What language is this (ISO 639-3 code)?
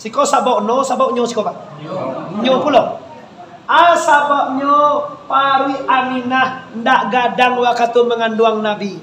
min